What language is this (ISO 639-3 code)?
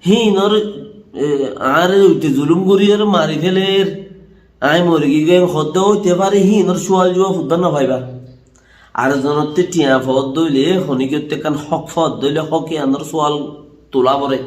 rhg